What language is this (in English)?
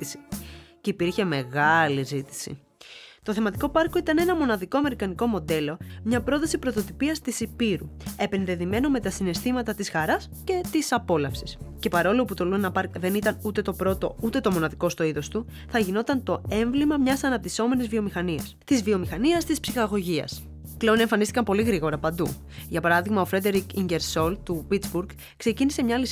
Greek